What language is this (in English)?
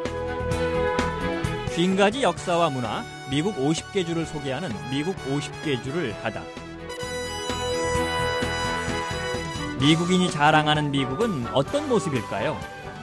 Korean